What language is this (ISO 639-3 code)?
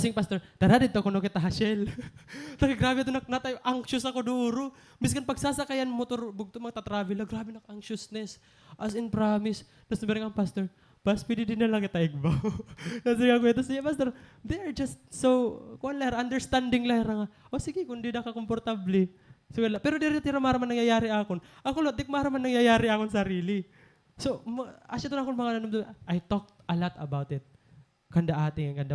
war